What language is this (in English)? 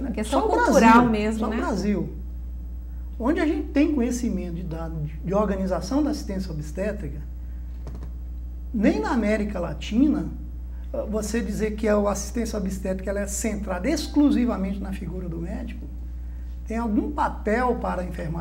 Portuguese